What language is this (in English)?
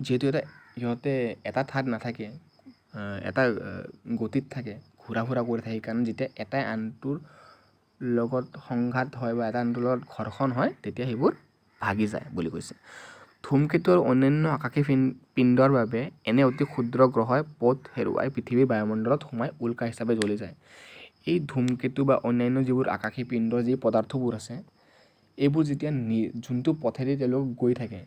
Assamese